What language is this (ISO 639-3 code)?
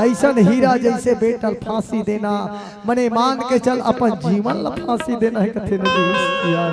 hne